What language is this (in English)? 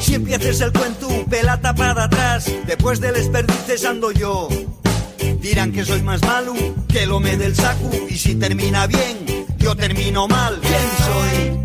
Asturian